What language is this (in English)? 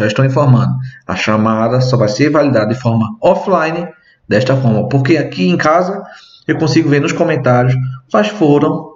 Portuguese